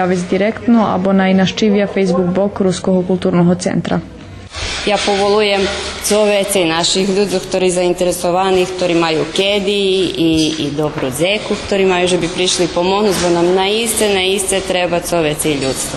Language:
Rusyn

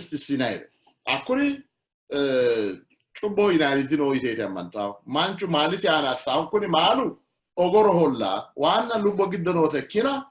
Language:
Sidamo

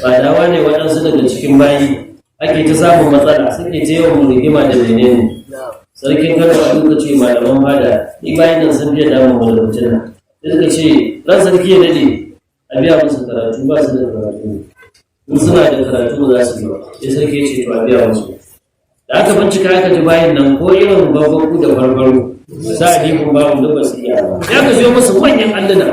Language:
Hausa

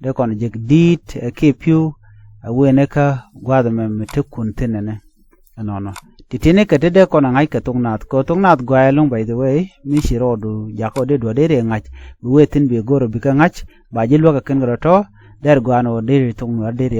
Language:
Nuer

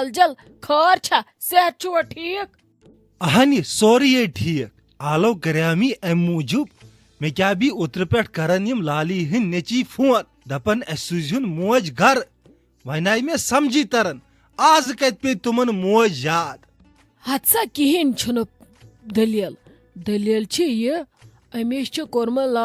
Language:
Kashmiri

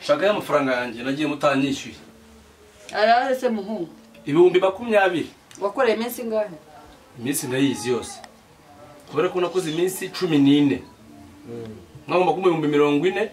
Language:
Kinyarwanda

